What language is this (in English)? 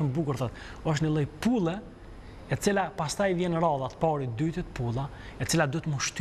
Albanian